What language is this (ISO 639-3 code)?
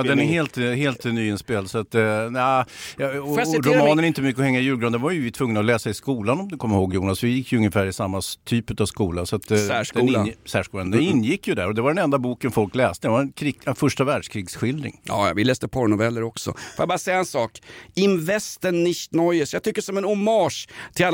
swe